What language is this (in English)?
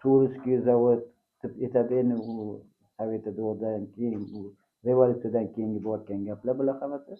Uzbek